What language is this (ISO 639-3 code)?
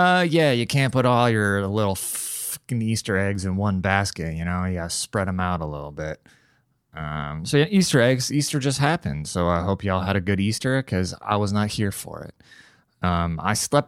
eng